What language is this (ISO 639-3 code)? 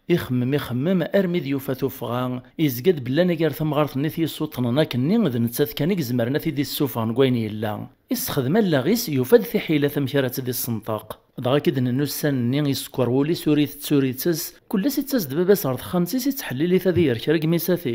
kab